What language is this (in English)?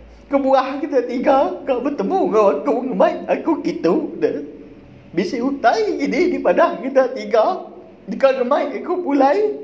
Iban